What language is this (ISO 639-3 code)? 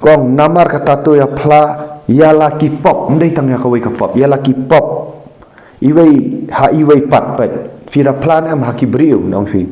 kha